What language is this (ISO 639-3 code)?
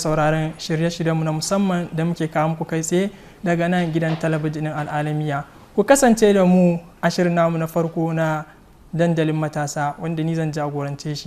hau